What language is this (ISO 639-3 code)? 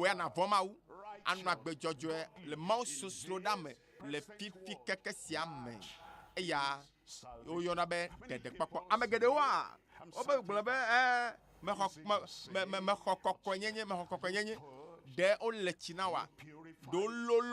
ewe